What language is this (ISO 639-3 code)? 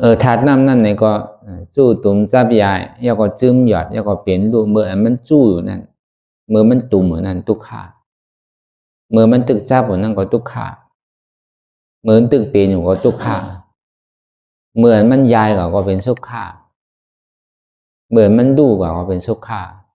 shn